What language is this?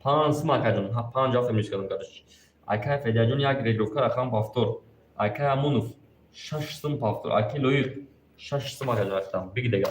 Tajik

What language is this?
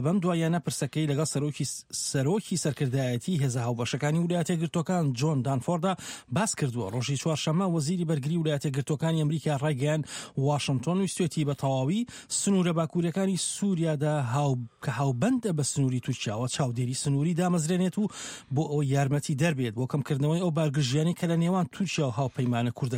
Central Kurdish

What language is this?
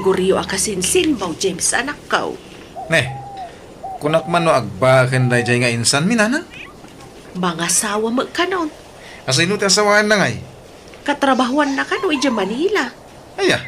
Iloko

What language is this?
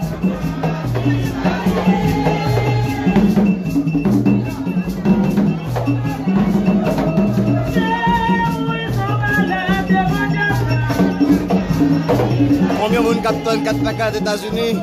Haitian Creole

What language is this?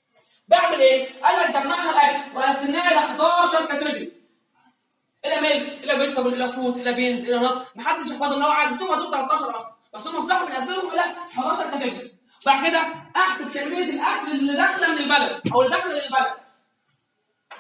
Egyptian Arabic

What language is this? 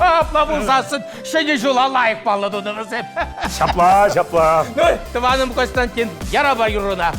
Chuvash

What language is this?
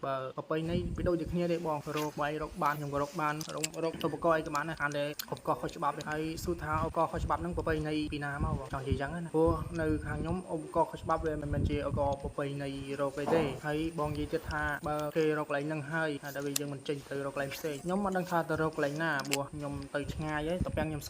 Khmer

